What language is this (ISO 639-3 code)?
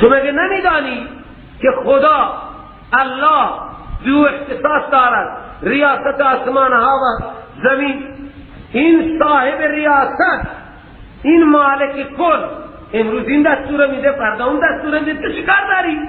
fas